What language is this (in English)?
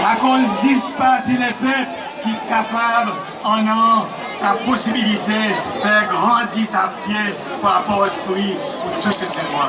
Seselwa Creole French